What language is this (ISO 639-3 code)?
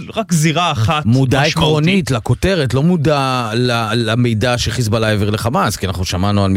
heb